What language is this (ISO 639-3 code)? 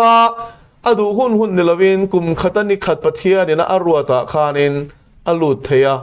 lus